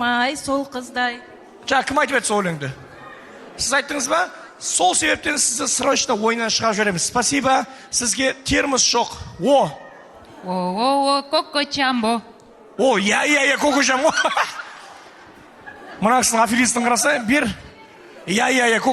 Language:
Kazakh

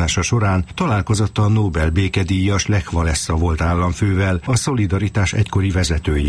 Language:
Hungarian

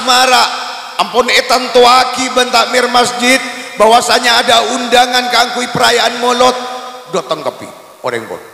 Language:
Madurese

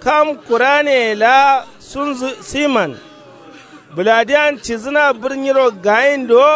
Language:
Kanuri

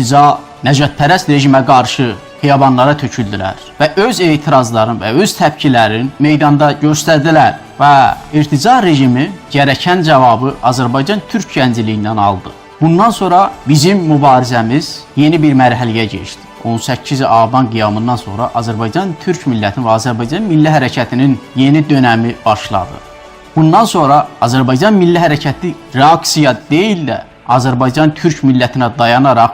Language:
South Azerbaijani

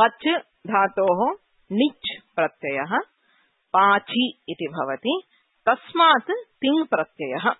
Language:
Sanskrit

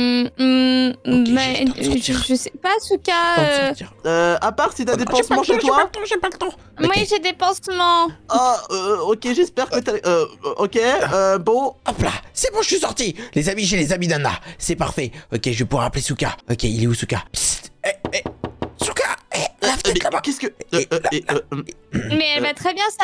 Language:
French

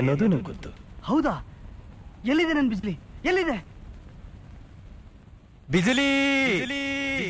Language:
Kannada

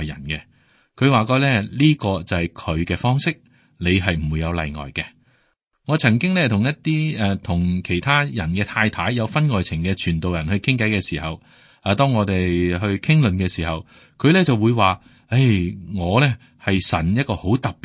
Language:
Cantonese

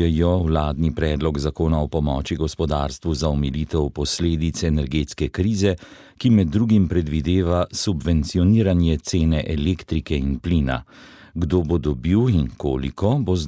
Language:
Slovenian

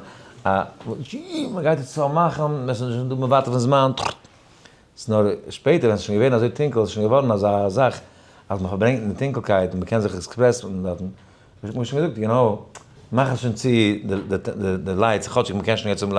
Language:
Yiddish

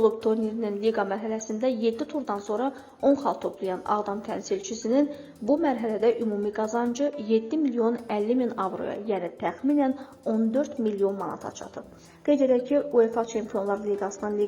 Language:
Azerbaijani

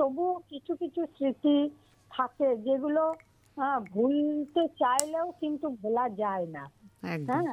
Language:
Bangla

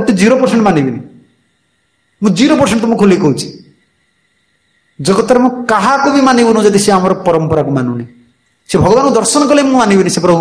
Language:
Odia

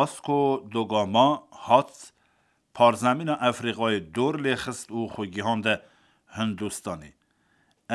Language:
Kurdish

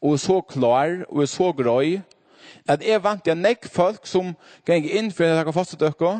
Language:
Faroese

